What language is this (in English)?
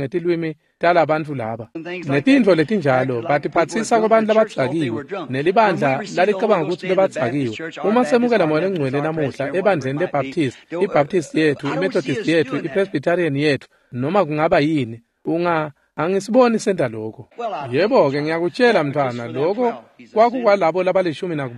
Swati